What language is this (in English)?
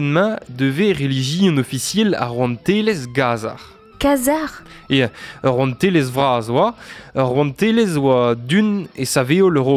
Breton